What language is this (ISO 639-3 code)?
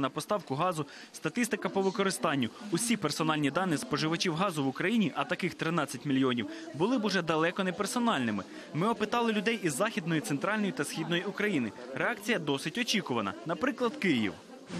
ukr